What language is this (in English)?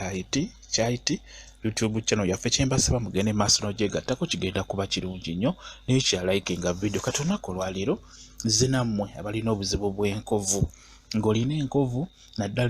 Ganda